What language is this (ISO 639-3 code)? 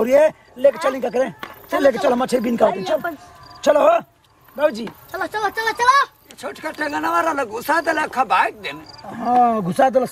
bho